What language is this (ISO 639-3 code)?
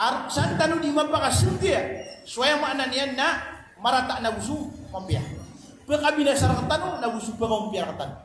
mrw